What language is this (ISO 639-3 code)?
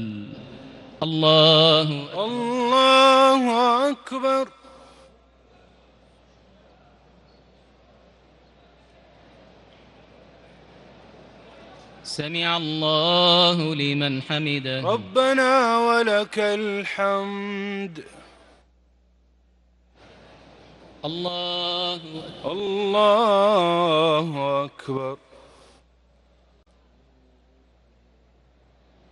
ara